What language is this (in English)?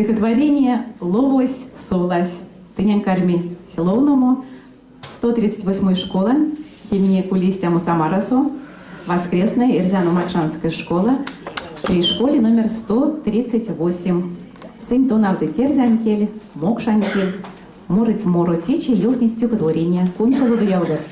Erzya